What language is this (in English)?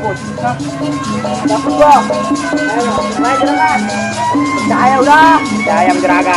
Betawi